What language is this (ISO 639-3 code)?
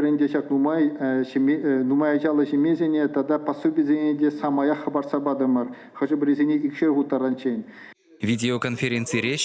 chv